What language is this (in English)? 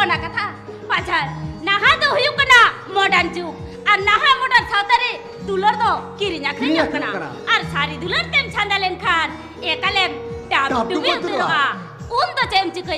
Santali